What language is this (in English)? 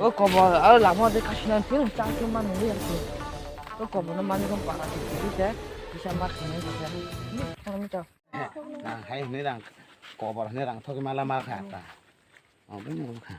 Kok Borok